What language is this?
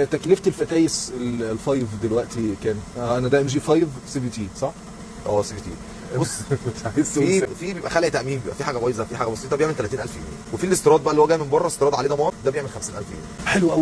Egyptian Arabic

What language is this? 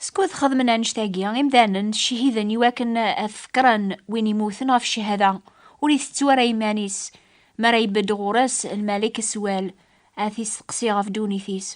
Kabyle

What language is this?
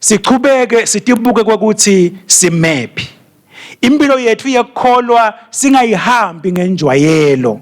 Swati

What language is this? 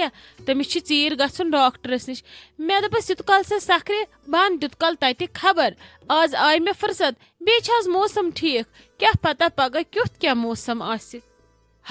Kashmiri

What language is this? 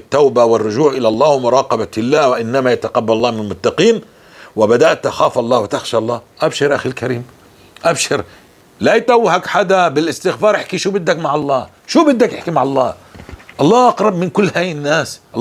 North Levantine Arabic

